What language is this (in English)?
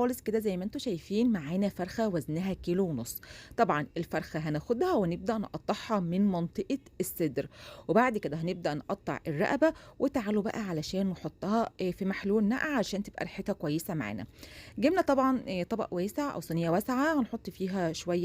Egyptian Arabic